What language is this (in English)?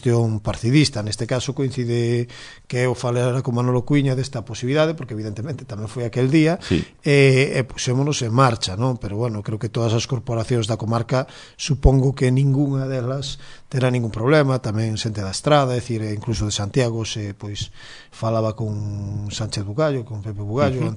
Galician